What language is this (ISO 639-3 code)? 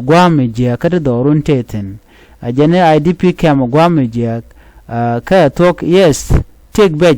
nus